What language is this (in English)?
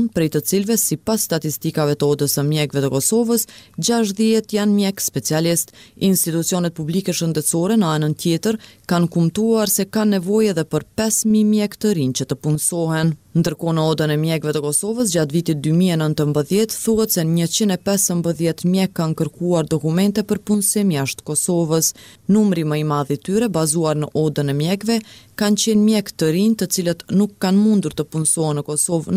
Albanian